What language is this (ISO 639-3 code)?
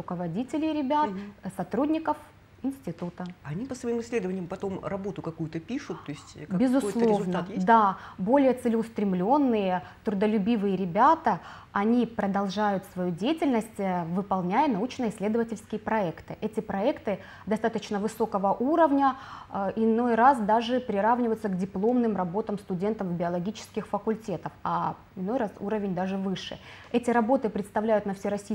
rus